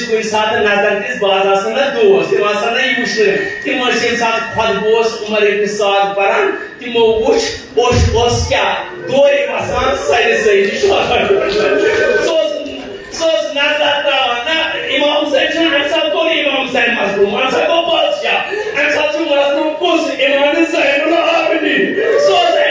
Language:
Kashmiri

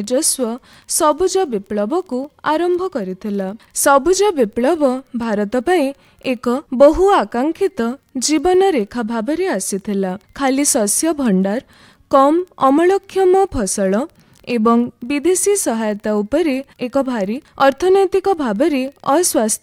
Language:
Odia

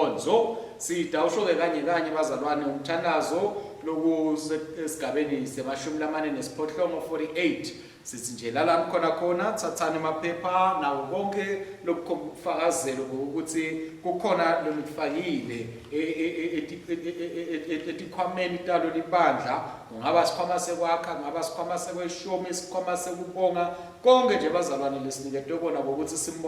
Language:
Swati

